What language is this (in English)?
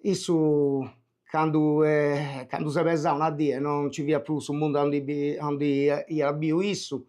Sardinian